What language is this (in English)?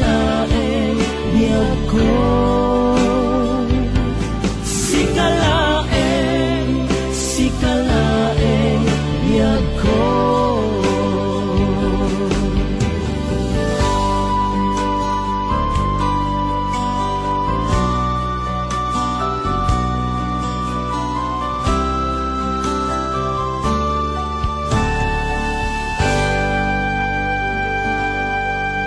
Iloko